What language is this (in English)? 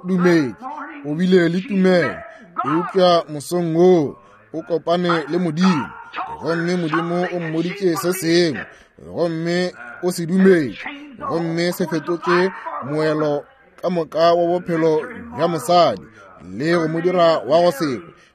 Northern Sotho